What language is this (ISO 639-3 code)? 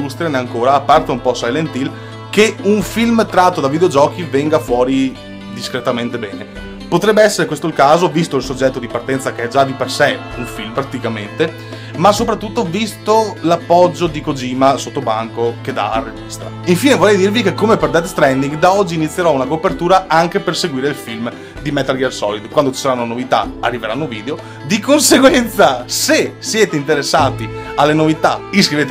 ita